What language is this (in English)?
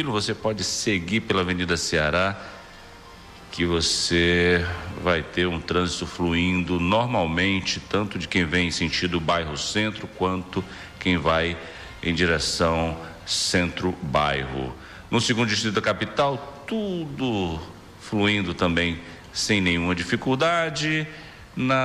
Portuguese